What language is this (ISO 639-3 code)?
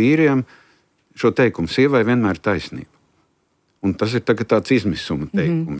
lav